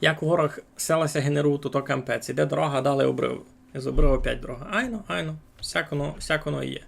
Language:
Rusyn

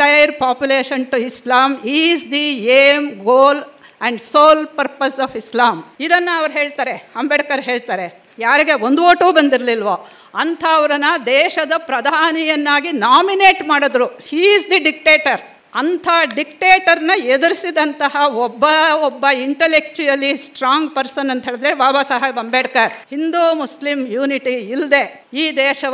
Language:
Kannada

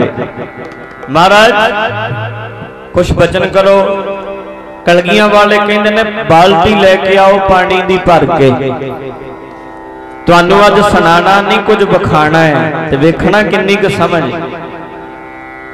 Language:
Punjabi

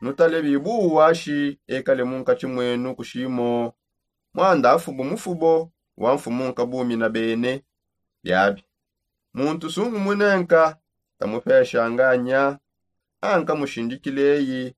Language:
Songe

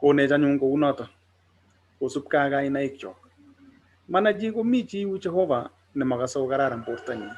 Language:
Kalenjin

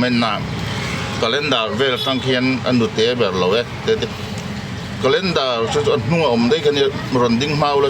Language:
Hmar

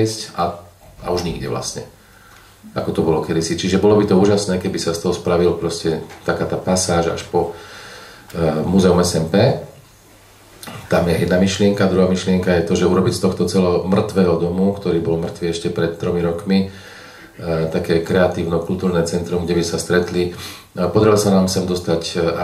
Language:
Slovak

